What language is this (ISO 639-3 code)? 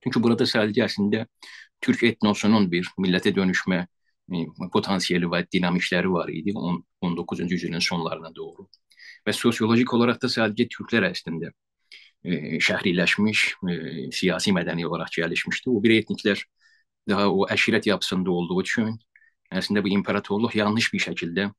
azb